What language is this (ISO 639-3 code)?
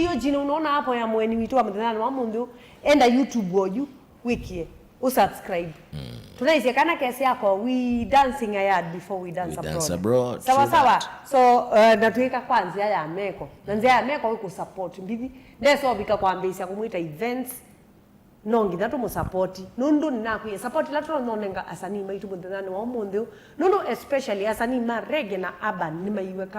kam